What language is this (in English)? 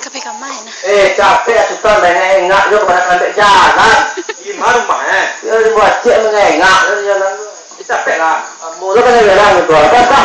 Minangkabau